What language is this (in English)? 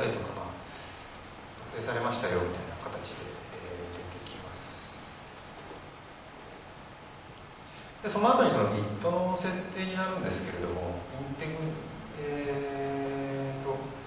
Japanese